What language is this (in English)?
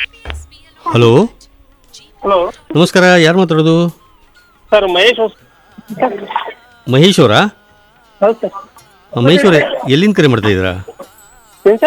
Kannada